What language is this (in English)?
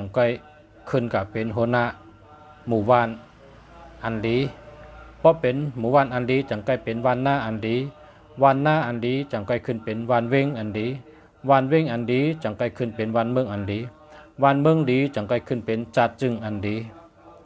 Shan